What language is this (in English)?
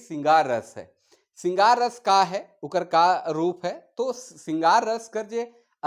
Sadri